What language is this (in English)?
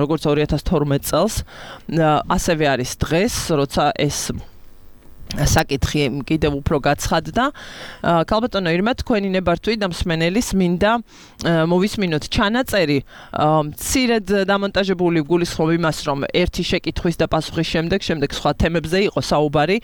Georgian